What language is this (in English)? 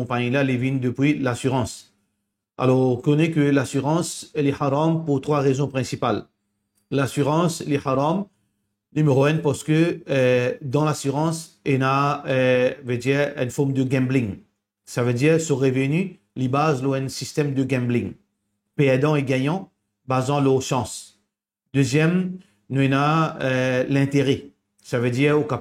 Morisyen